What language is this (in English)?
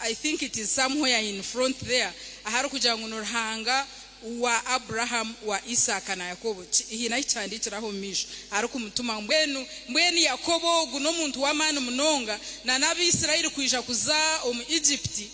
Nyankole